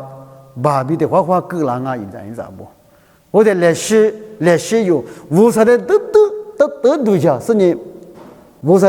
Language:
Lisu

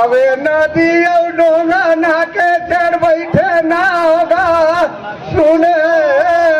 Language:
Surgujia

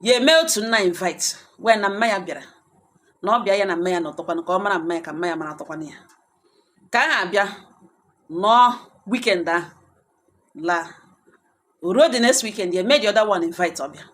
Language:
Igbo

